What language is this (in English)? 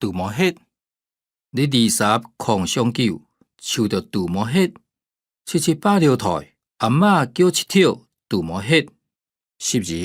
Hakka Chinese